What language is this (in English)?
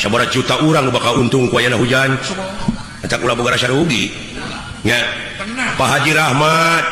Sundanese